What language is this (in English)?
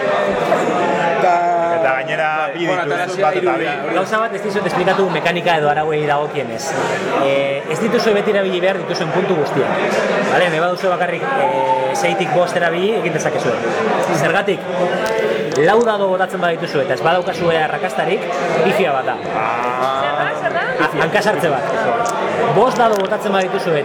Basque